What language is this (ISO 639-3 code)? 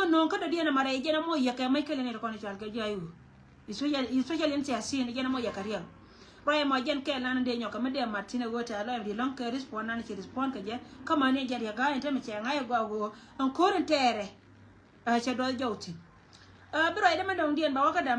nus